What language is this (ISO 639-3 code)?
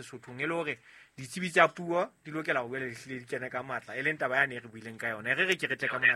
sot